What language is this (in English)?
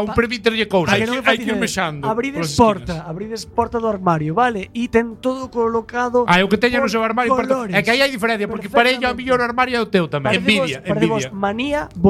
Galician